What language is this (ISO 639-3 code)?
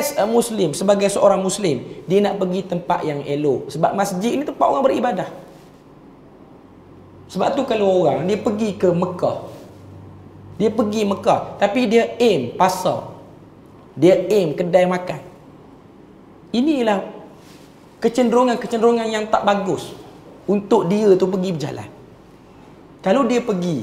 msa